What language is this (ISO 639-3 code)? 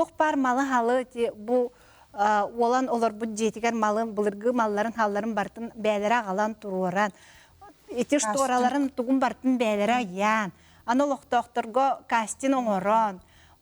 sah